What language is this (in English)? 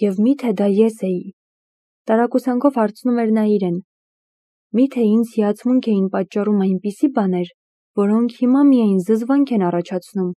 Armenian